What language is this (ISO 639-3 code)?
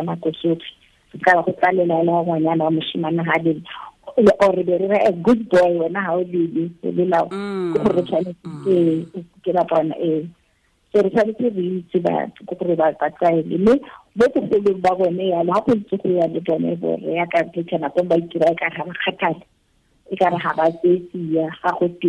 tsn